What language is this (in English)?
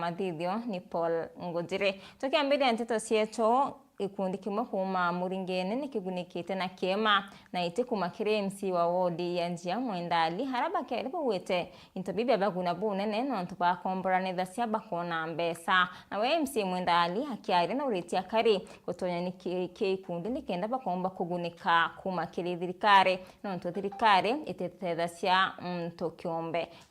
Meru